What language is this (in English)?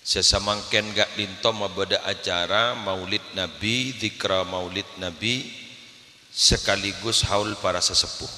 Madurese